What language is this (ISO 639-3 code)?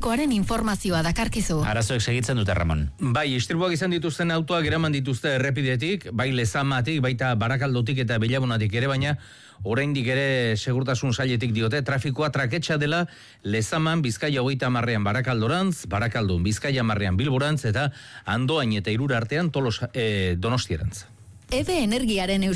eus